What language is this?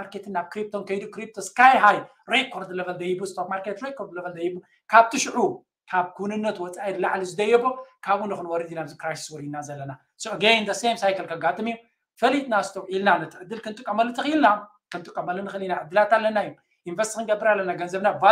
Tigrinya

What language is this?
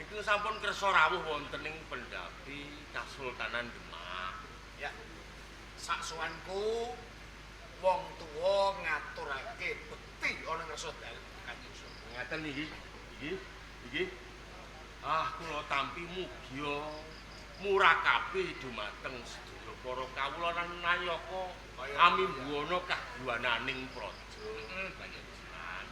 Javanese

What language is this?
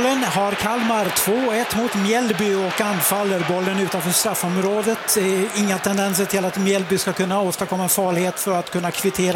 Swedish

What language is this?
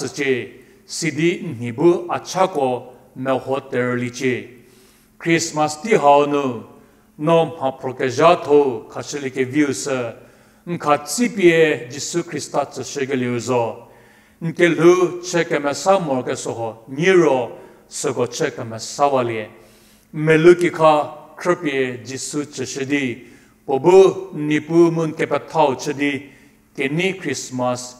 Angami Naga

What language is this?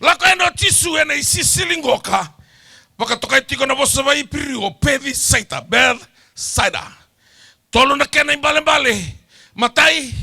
Fijian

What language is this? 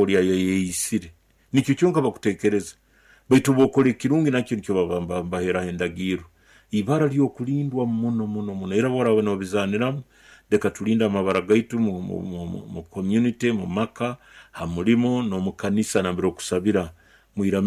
Nyoro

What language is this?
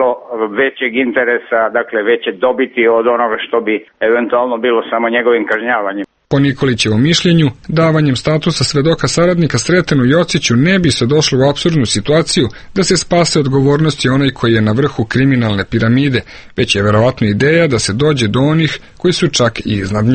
Serbian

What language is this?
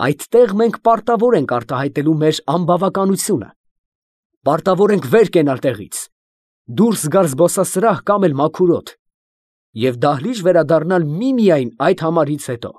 Armenian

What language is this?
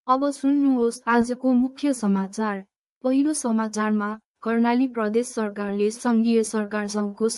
Nepali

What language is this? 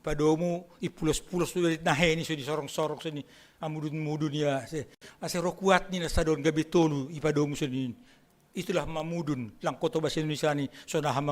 Batak Simalungun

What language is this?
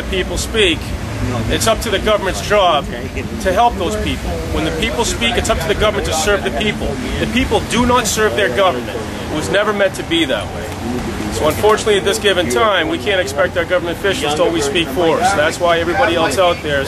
English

